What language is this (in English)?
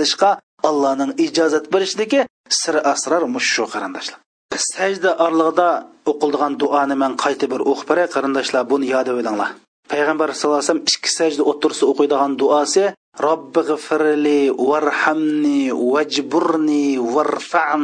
Uyghur